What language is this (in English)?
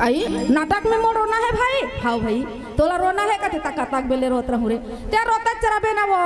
Chhattisgarhi